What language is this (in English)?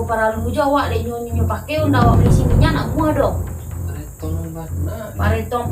Minangkabau